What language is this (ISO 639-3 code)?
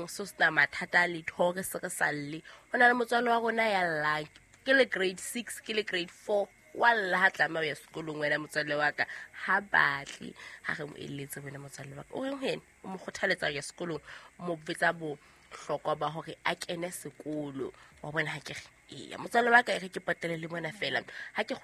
sot